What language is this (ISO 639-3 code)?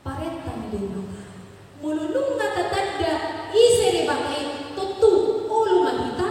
bbc